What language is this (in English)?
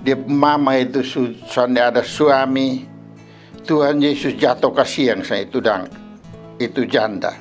Kupang Malay